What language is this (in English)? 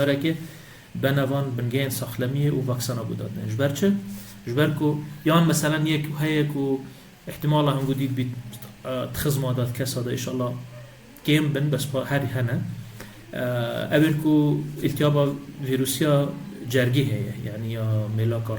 Kurdish